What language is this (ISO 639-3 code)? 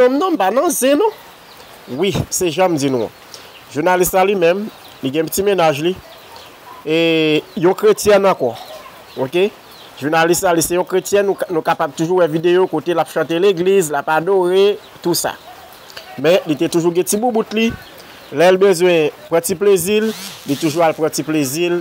hat